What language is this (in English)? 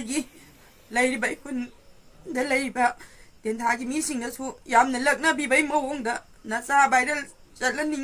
Manipuri